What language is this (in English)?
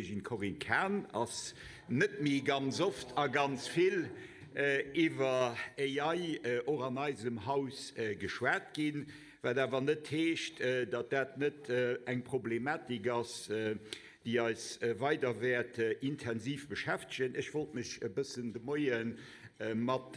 Luxembourgish